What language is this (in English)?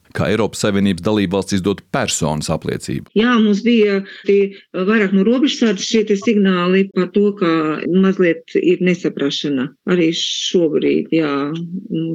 Latvian